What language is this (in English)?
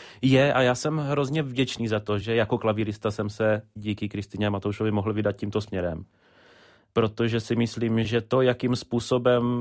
Czech